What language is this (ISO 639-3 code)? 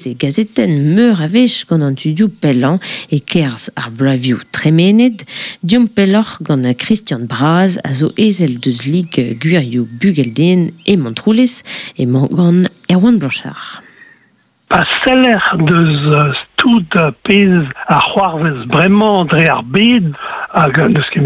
bre